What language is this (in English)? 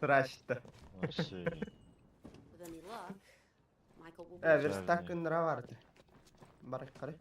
Yakut